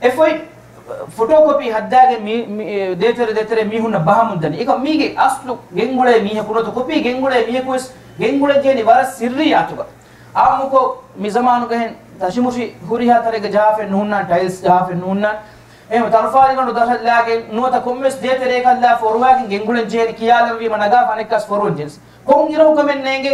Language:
Divehi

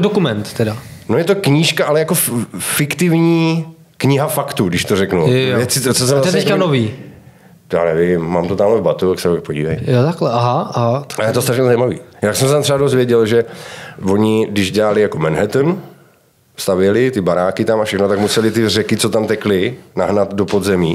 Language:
Czech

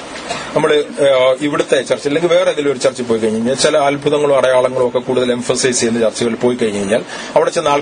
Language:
Malayalam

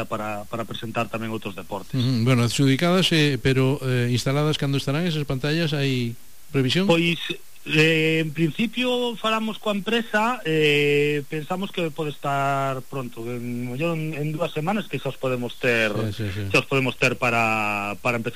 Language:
Galician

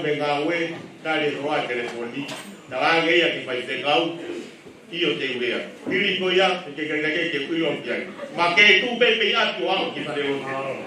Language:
Tongan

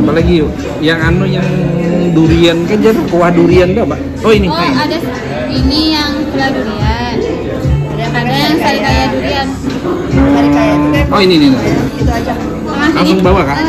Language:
Banjar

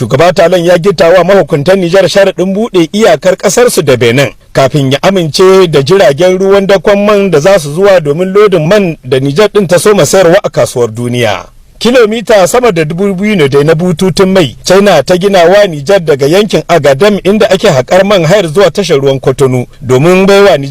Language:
Hausa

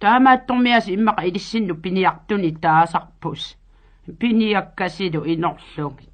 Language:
Kalaallisut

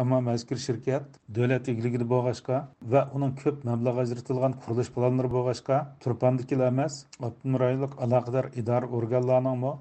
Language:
Uyghur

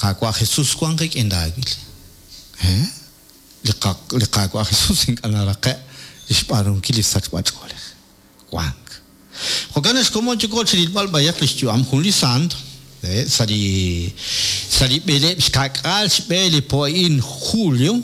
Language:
Kekchí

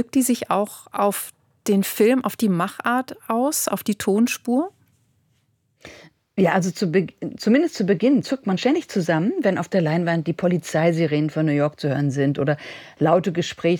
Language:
German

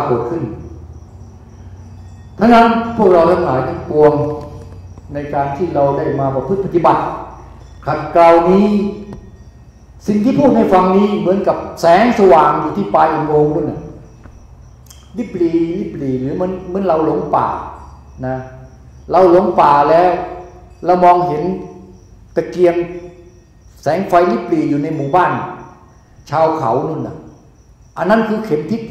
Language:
Thai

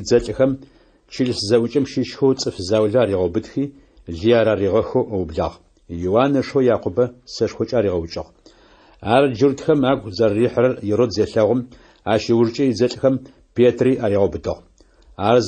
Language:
Adyghe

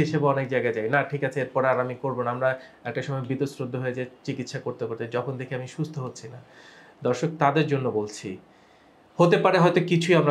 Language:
Bangla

